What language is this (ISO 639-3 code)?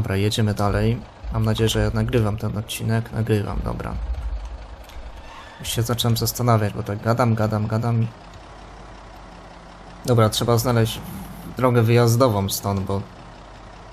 pol